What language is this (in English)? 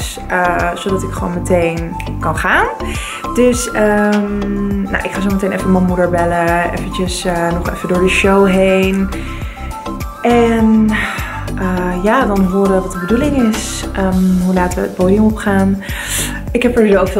Dutch